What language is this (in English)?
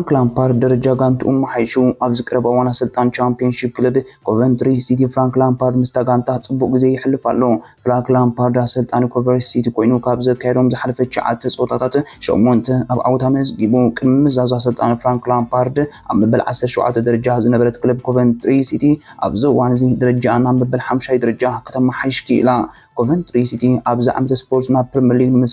Tigrinya